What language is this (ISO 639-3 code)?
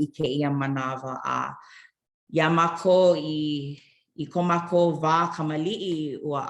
haw